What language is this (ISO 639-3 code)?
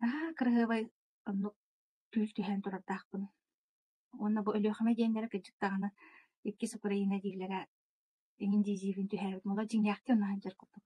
sah